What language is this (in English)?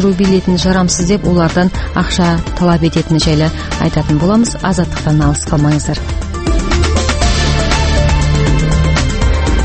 Kazakh